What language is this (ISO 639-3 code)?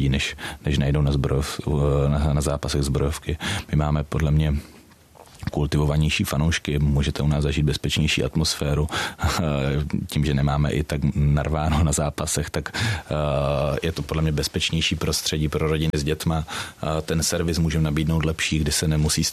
ces